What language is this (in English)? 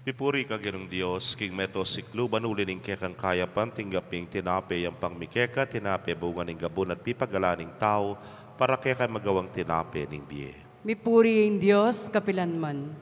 Pampanga